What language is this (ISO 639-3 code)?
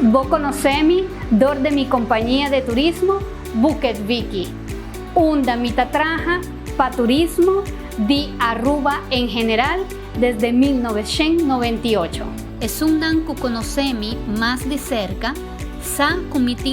pap